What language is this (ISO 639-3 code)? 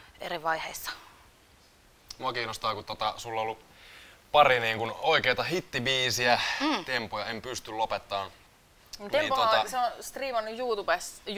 fin